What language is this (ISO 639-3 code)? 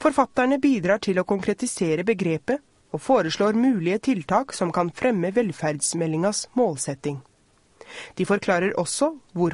nor